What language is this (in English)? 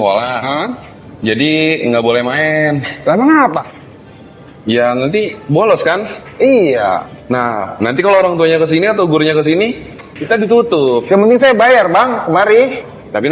Betawi